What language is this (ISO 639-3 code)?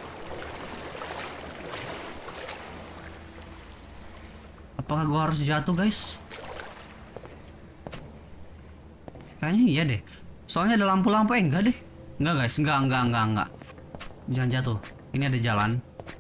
ind